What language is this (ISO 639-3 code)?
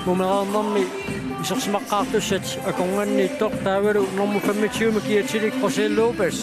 kal